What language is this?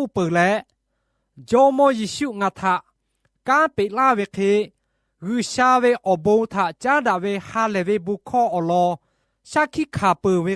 Lahu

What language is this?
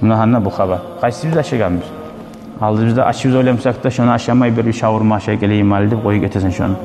Kumyk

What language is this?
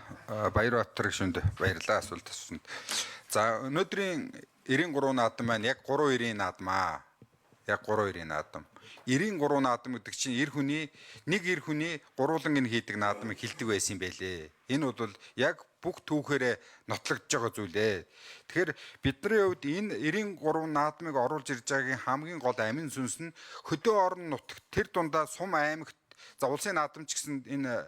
Mongolian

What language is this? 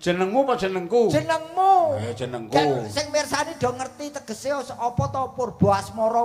Javanese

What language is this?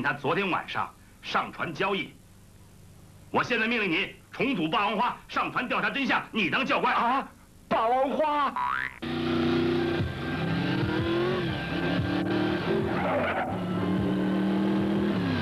Chinese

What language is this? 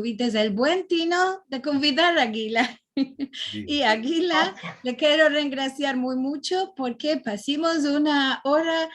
Ladino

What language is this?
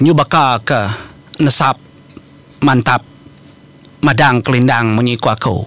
Iban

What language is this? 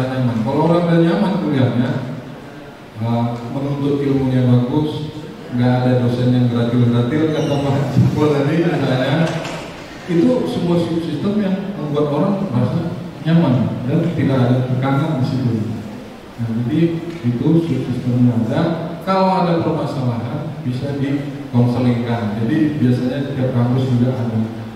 Indonesian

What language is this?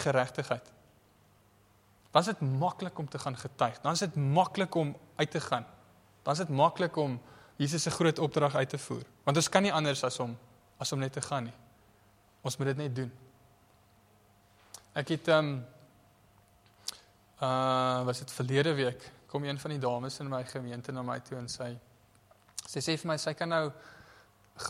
Afrikaans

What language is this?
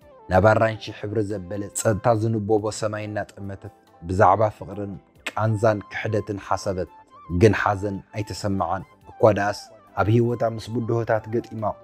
Tigrinya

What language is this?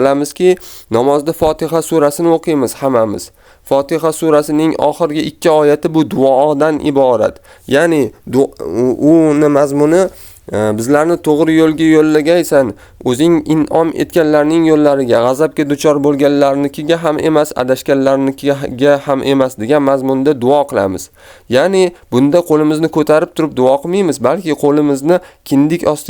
Uzbek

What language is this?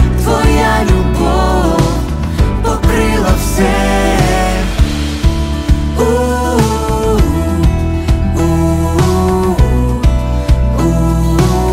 Ukrainian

